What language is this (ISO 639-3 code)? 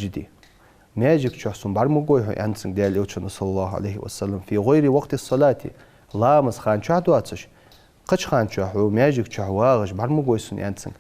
inh